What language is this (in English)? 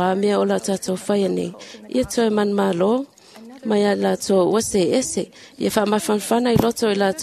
Samoan